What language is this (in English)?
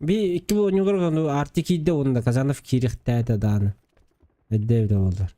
Yakut